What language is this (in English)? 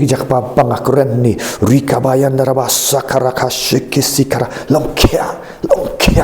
Khasi